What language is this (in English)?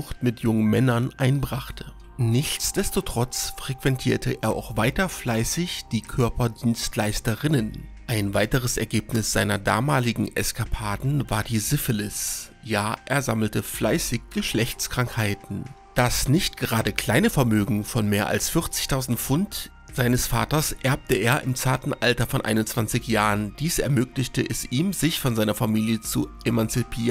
German